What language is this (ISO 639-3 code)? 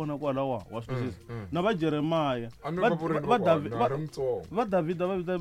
tso